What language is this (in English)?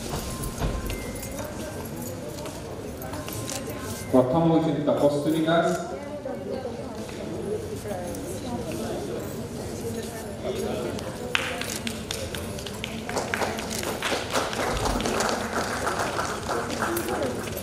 Odia